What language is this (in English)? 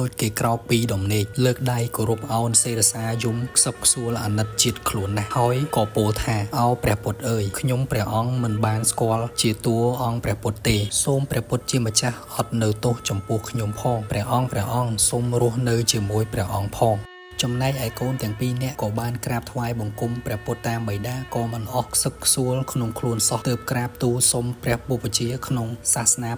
Khmer